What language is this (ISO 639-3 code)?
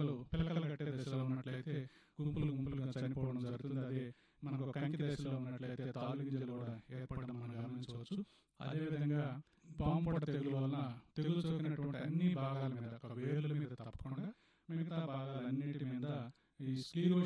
tel